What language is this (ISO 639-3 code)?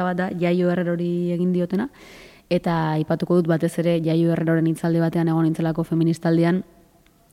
eus